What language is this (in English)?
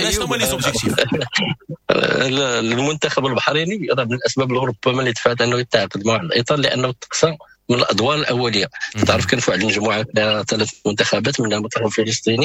Moroccan Arabic